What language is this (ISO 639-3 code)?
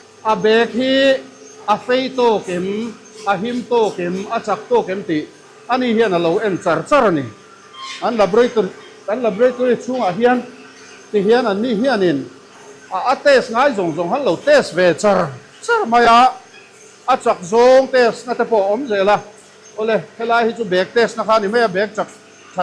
lus